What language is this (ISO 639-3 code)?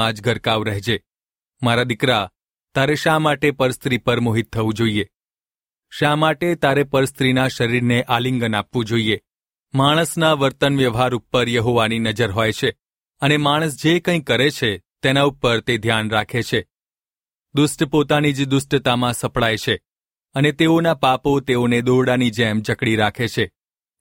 guj